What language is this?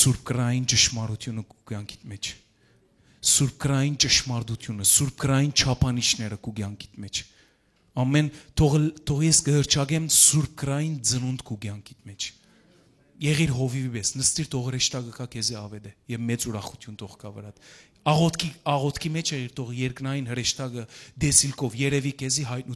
Western Armenian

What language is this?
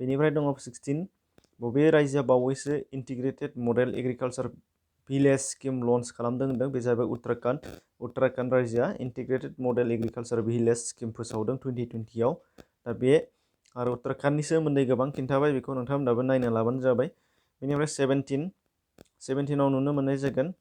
Bodo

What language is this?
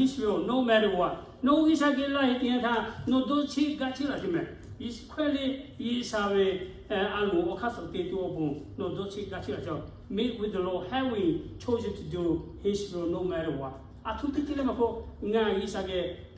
Lahu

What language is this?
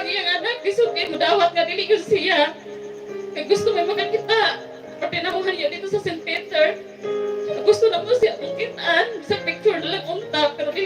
Cebuano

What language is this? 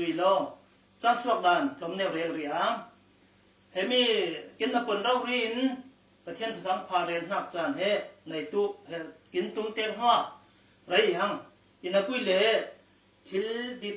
Falam Chin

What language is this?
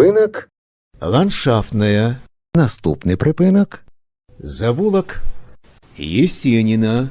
Belarusian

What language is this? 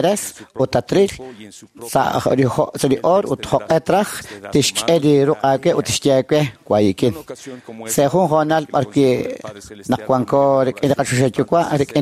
Kekchí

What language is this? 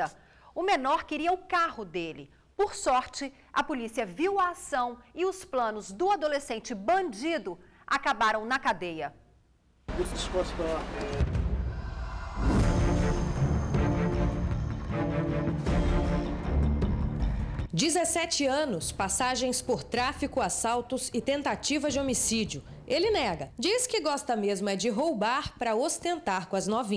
Portuguese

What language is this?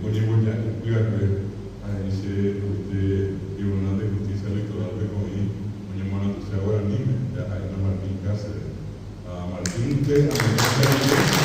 Guarani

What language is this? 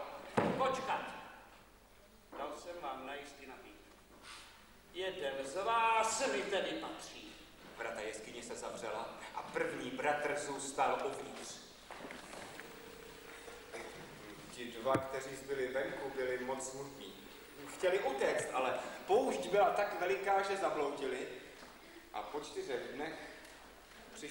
Czech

